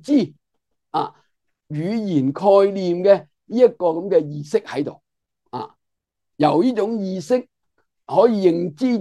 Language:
Cantonese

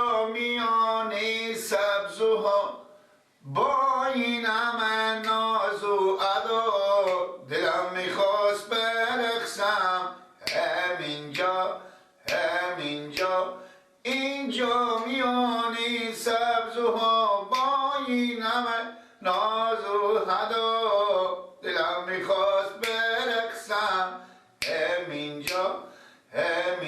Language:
Persian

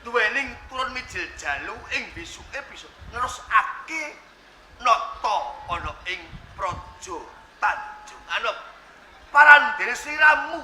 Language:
Javanese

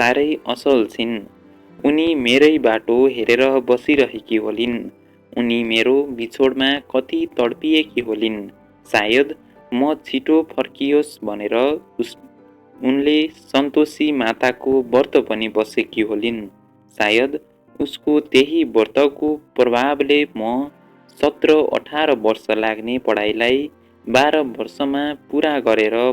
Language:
Nepali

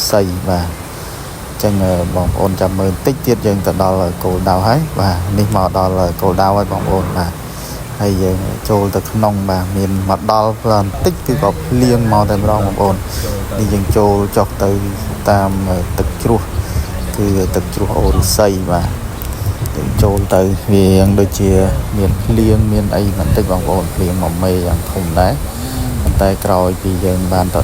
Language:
Khmer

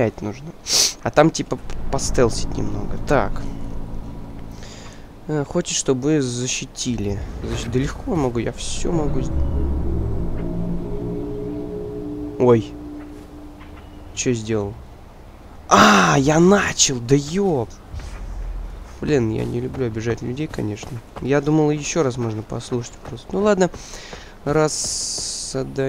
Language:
Russian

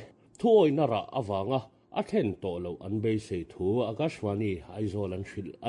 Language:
Mizo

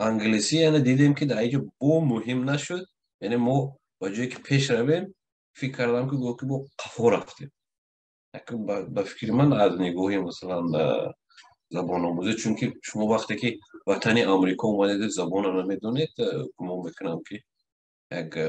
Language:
Tajik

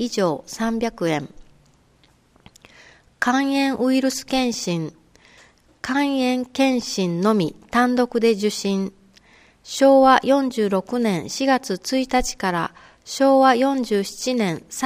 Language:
Japanese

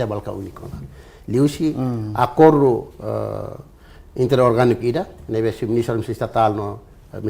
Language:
Tetum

